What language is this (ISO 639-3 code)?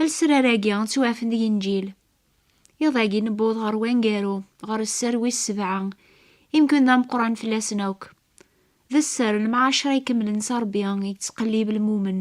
kab